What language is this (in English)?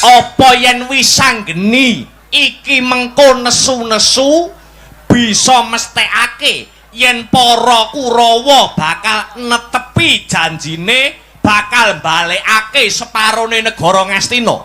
Javanese